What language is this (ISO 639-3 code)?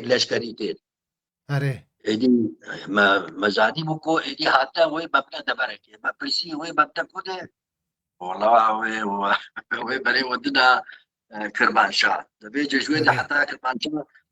kur